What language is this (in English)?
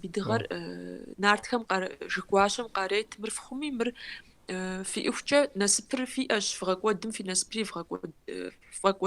Kabardian